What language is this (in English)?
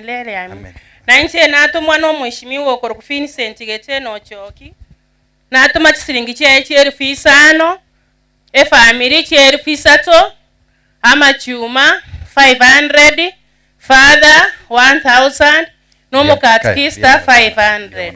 Gusii